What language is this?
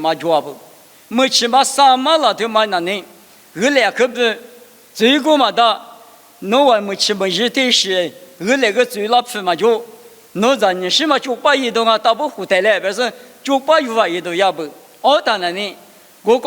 Lisu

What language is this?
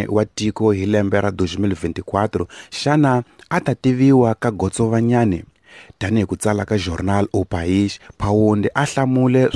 Tsonga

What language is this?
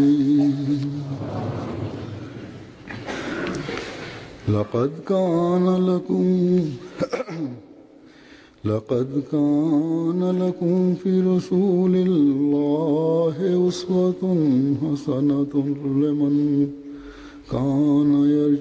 Bosnian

